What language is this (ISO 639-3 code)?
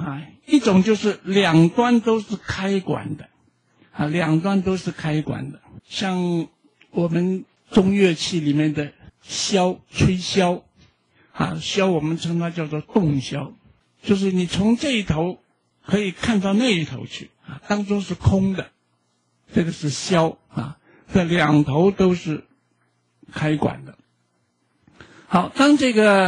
zho